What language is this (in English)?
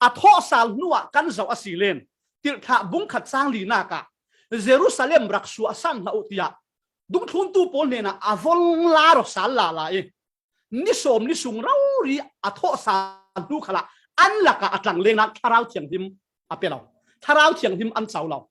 Falam Chin